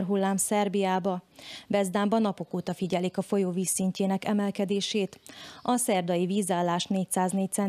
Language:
Hungarian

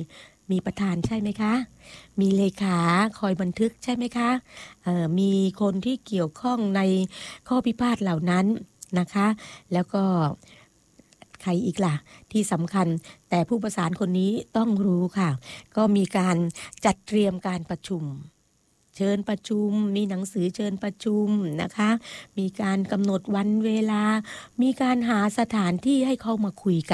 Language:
Thai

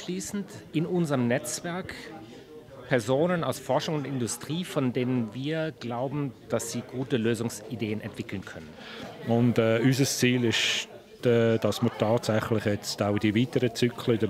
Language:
Swiss German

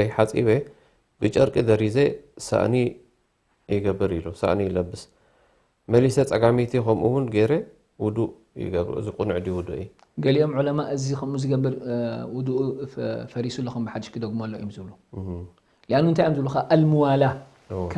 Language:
Tigrinya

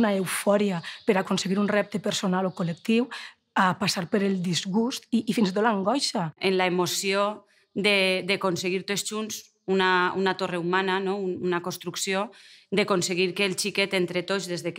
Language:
Catalan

